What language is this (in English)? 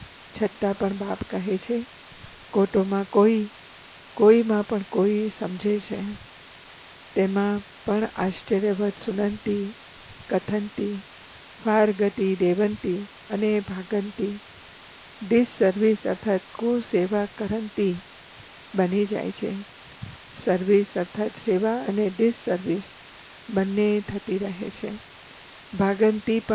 Gujarati